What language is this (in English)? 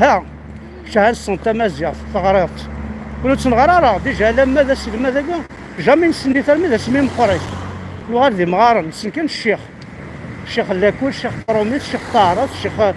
Kabyle